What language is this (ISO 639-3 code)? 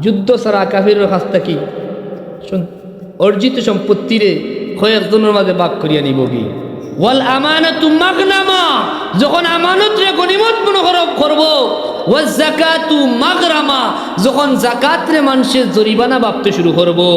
syl